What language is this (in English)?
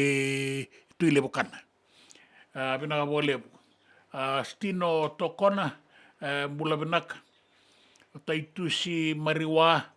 Fijian